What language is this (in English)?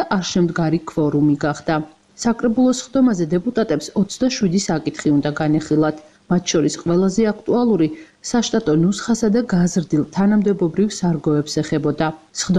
Georgian